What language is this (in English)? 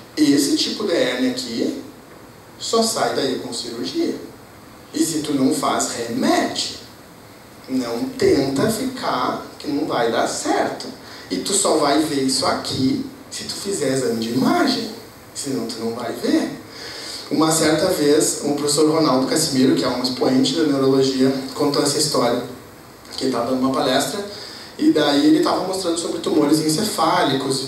Portuguese